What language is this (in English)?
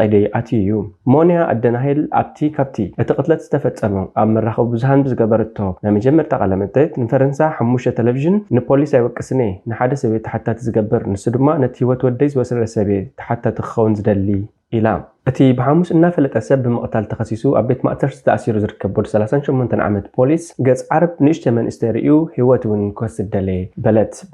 Tigrinya